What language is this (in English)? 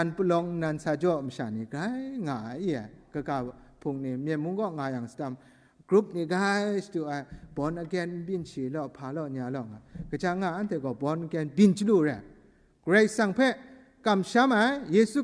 Kachin